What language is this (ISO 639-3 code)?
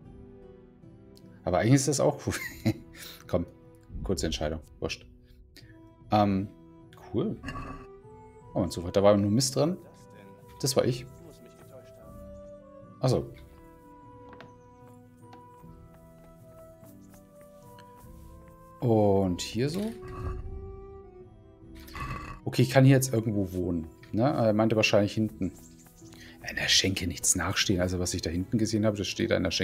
deu